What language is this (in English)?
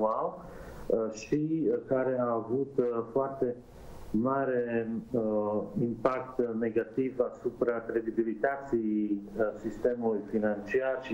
Romanian